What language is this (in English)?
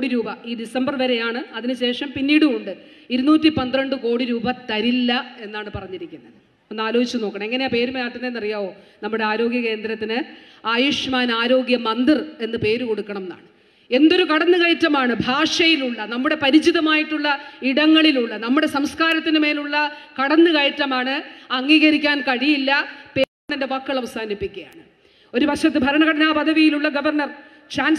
Malayalam